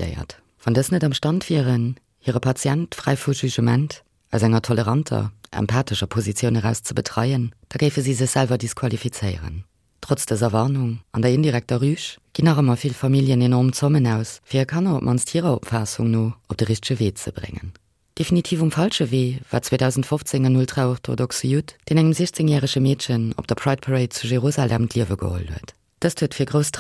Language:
Luxembourgish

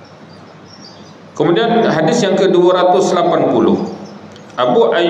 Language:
Malay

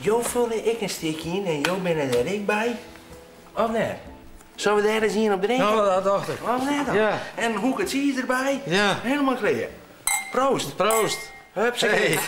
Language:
Western Frisian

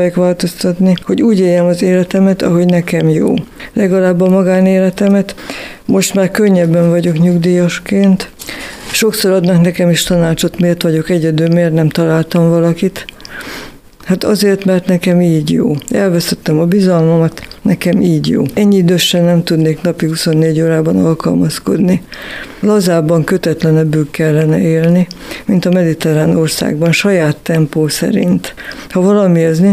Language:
Hungarian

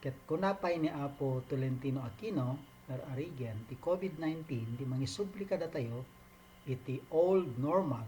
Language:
Iloko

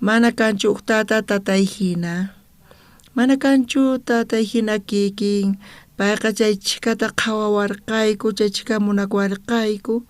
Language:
South Bolivian Quechua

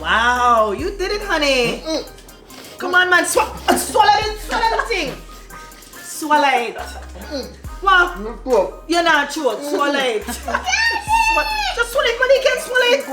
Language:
Jamaican Creole English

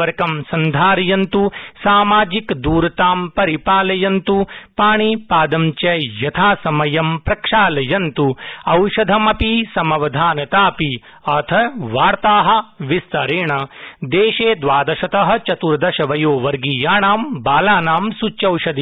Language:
Sanskrit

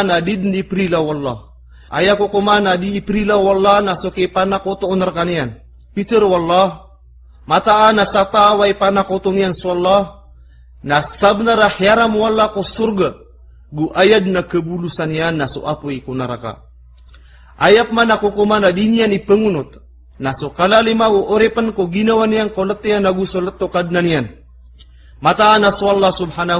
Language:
Maranao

